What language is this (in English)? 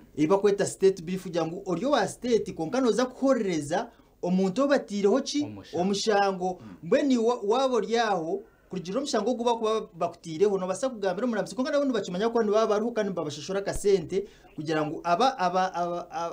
Nyankole